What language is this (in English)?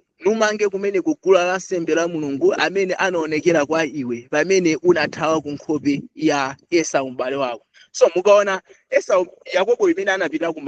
Nyanja